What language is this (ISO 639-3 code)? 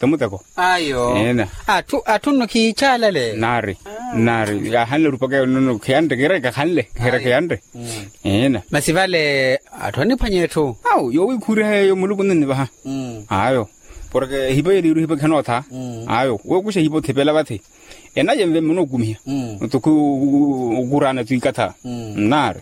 vmw